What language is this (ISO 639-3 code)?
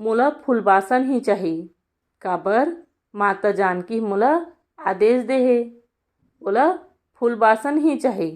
hne